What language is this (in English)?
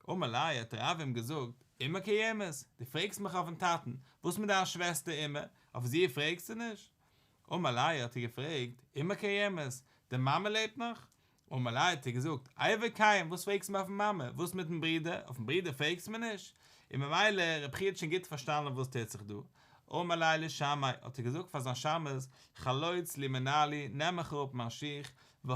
Yiddish